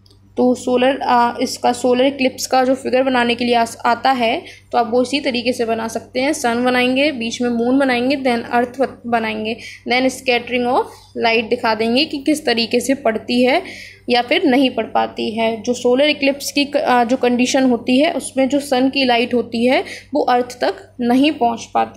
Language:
Hindi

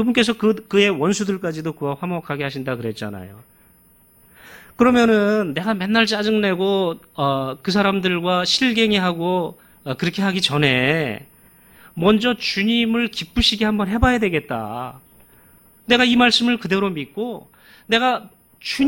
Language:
Korean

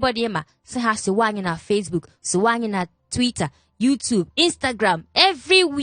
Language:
Igbo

